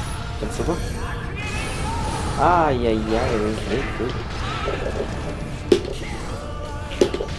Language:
Portuguese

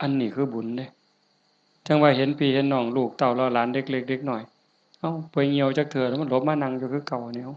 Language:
Northeastern Thai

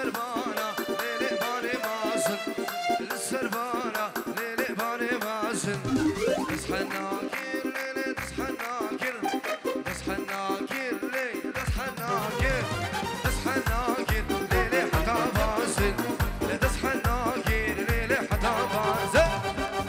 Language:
Kurdish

